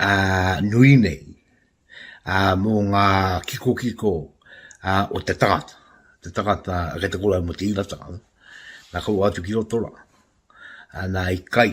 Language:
Māori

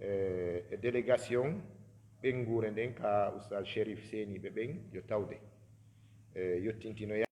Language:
Fula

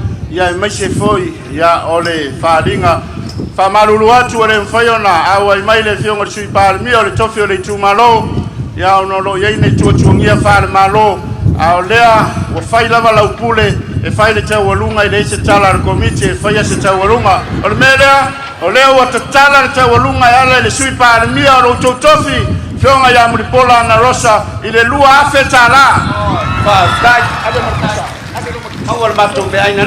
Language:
Samoan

